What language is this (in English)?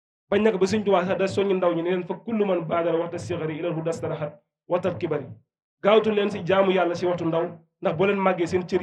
Wolof